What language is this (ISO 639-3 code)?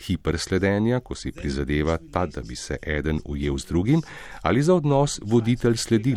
slv